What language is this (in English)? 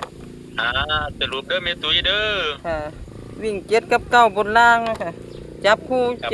Northeastern Thai